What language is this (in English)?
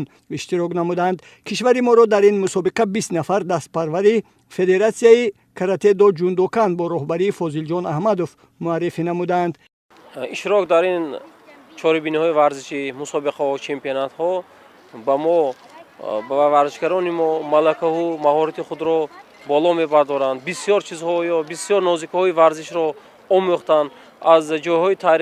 Tajik